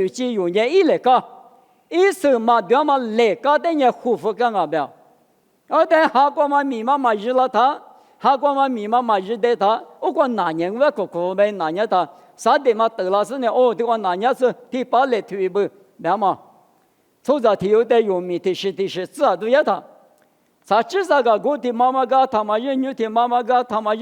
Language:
Lisu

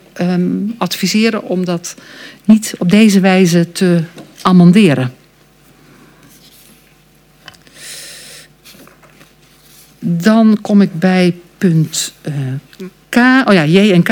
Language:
Dutch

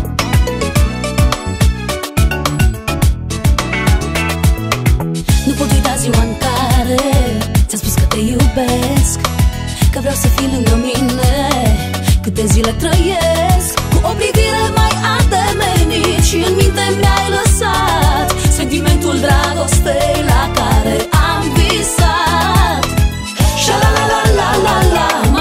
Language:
Romanian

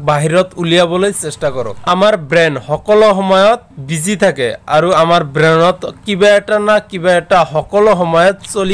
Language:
Assamese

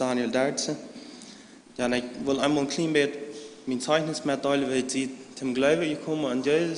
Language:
Plautdietsch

